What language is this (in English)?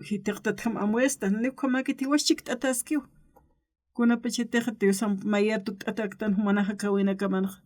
Aymara